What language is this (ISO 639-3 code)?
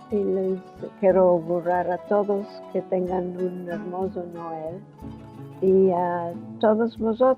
lad